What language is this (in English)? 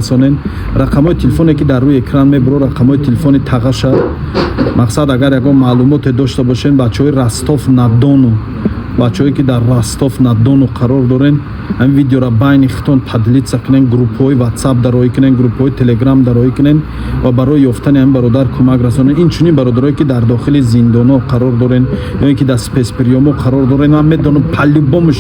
Tajik